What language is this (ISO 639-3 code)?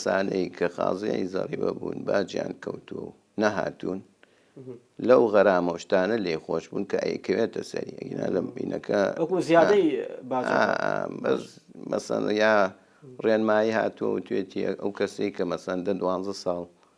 ckb